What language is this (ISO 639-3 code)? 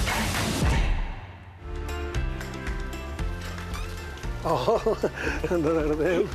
bul